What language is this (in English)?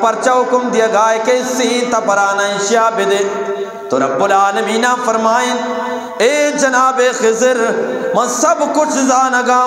Eastern Balochi